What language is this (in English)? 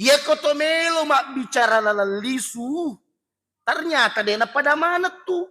Buginese